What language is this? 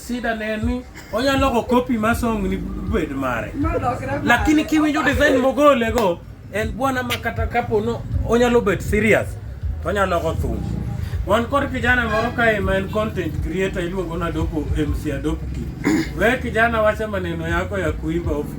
Luo (Kenya and Tanzania)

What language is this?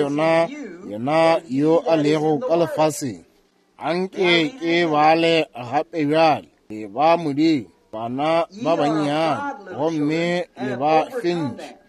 Northern Sotho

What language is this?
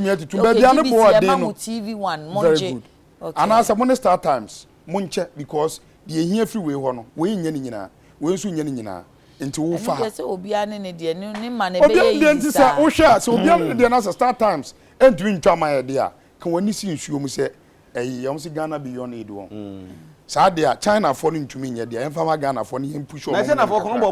Akan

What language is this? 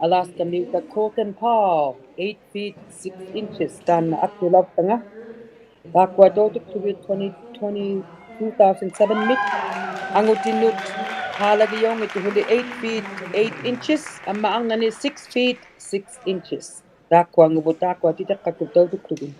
Inuktitut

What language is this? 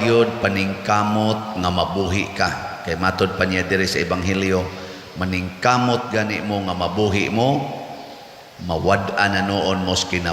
Cebuano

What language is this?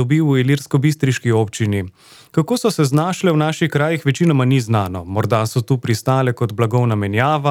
Slovenian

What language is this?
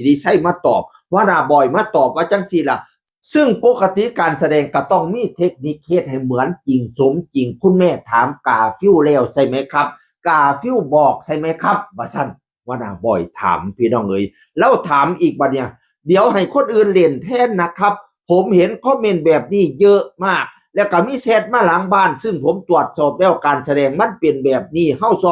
Northeastern Thai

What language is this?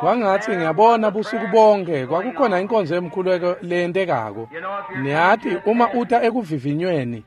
Swati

